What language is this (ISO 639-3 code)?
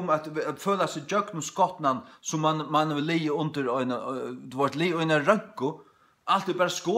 fao